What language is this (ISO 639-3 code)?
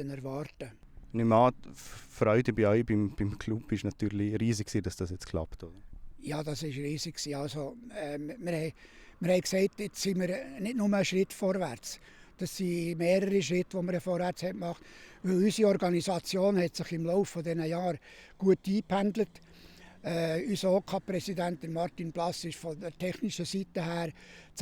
gsw